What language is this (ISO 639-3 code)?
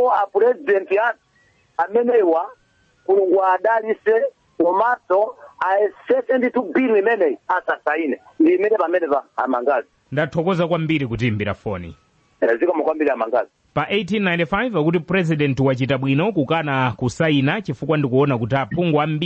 nya